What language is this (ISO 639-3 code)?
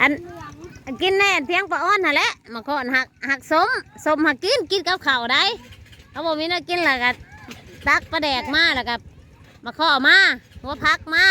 tts